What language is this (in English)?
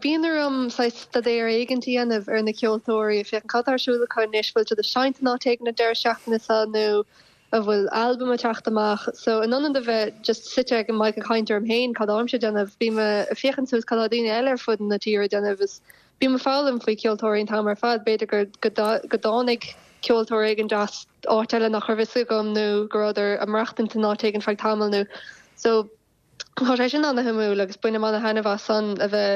Irish